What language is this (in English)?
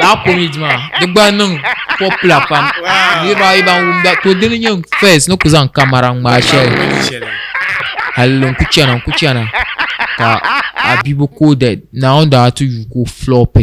Dagbani